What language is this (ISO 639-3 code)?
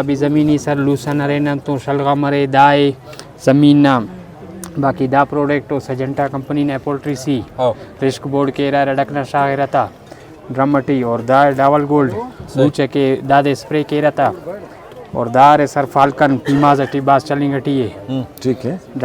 brh